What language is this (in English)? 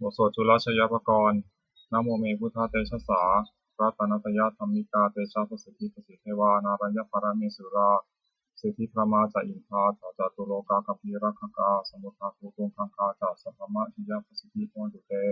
Pali